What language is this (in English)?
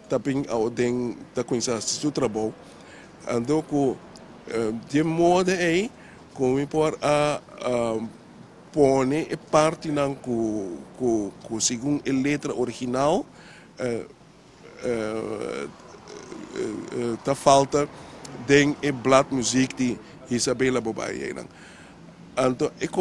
Papiamento